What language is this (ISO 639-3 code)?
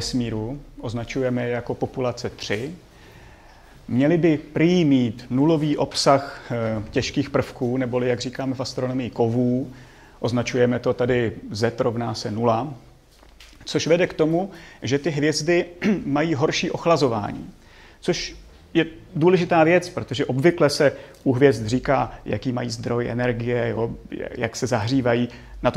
ces